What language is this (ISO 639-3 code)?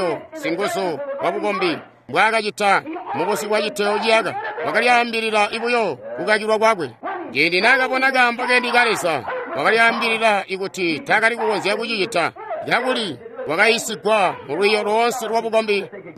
toi